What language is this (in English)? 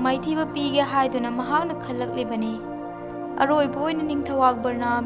Manipuri